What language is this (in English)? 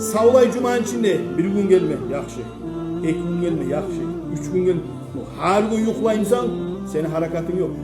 Kumyk